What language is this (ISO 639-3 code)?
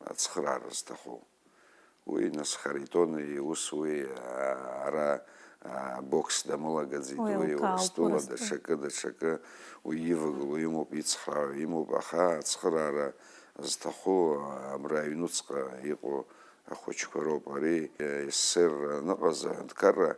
abk